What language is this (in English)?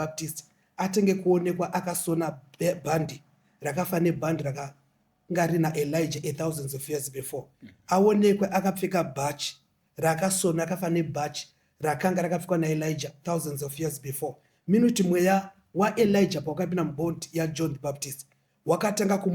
Shona